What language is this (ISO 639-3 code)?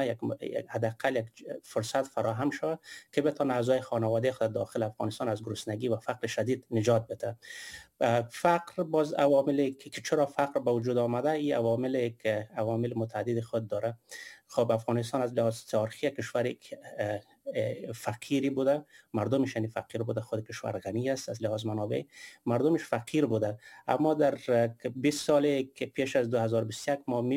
fas